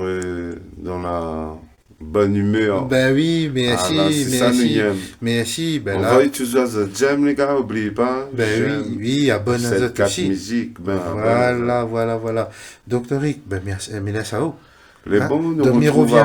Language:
Réunion Creole French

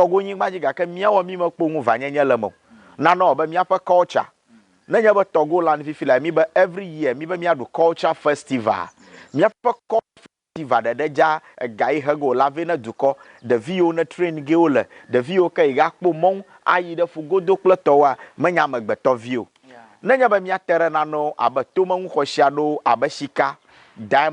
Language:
Ewe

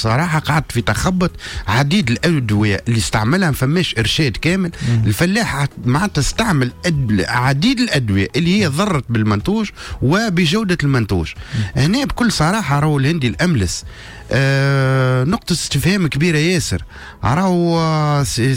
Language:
Tunisian Arabic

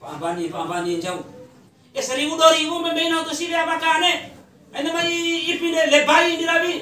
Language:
Bima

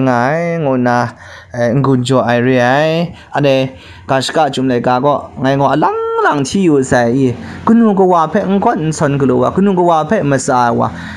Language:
Kachin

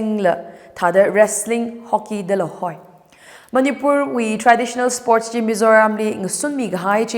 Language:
Tangkhul Naga (India)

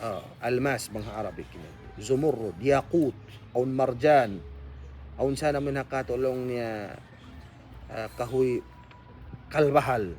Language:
Tausug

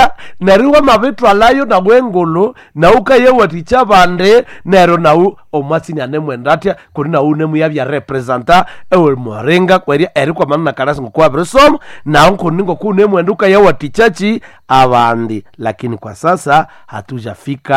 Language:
Nande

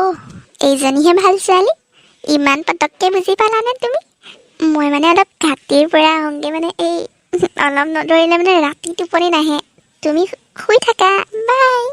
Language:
Assamese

